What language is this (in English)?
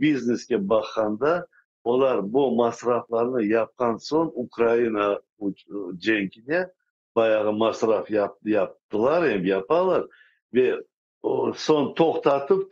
Crimean Tatar